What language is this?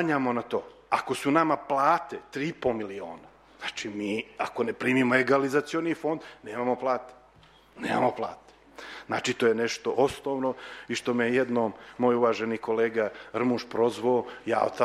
Serbian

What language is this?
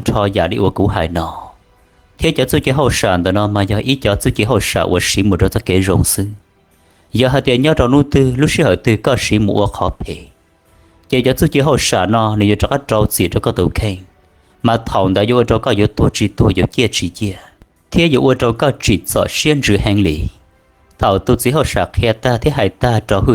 Hmong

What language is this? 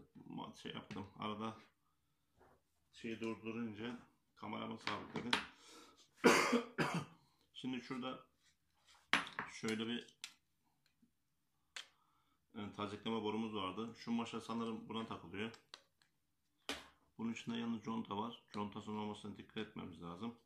Turkish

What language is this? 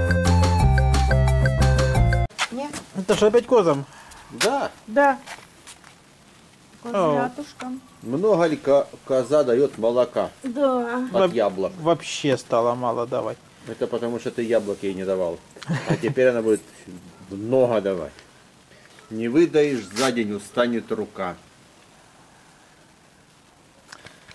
Russian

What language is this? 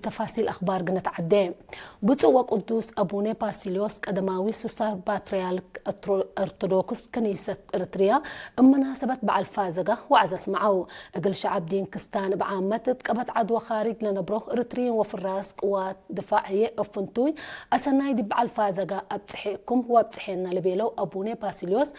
Tigre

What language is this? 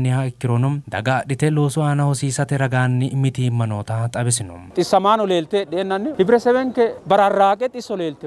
Sidamo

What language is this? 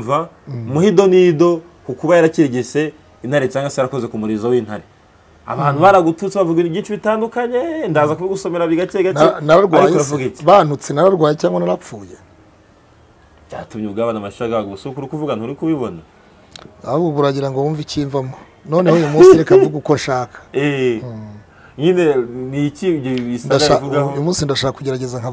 Kinyarwanda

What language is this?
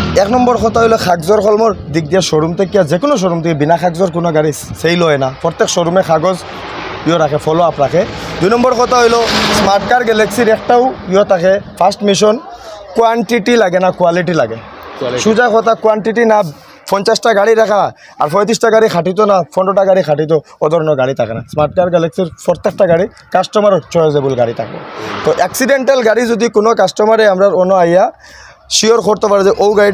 Sylheti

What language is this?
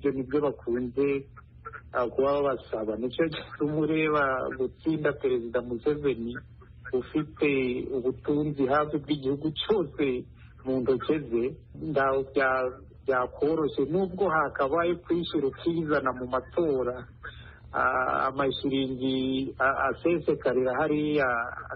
Kinyarwanda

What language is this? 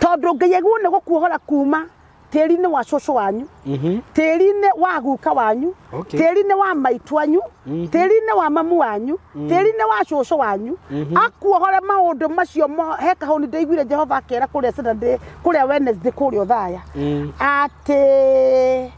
Kikuyu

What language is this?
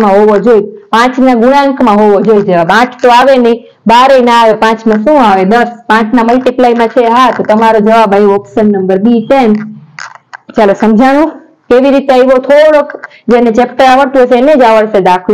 Gujarati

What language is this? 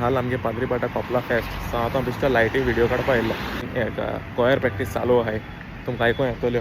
Konkani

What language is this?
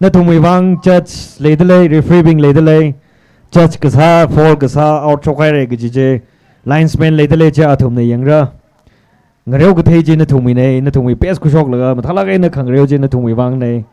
Tangkhul Naga (India)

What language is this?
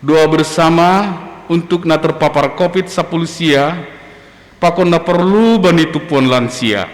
Batak Simalungun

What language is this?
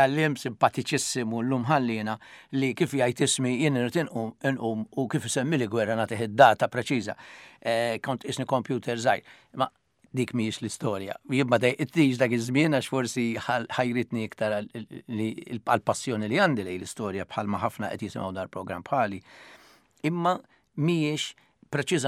Maltese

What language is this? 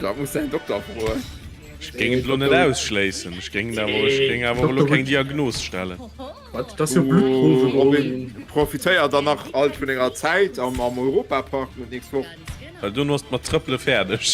Luxembourgish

